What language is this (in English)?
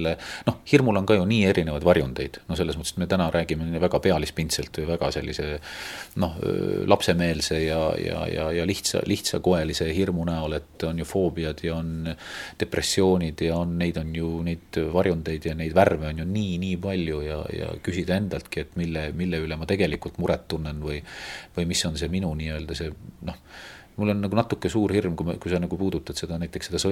Estonian